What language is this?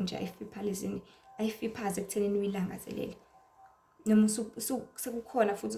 Zulu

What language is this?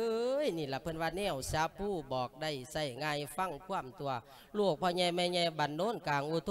Lao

